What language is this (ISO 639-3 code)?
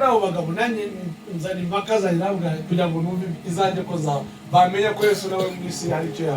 kin